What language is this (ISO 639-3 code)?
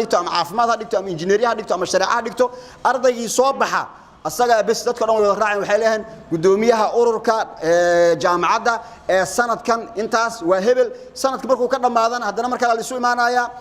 som